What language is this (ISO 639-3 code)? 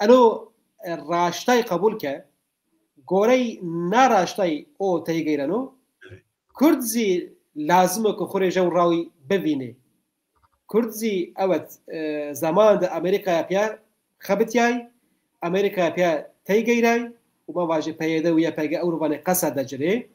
zza